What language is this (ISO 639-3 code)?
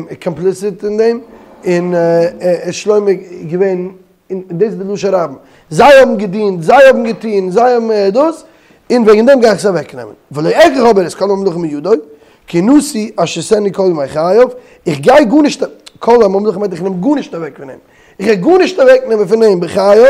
yid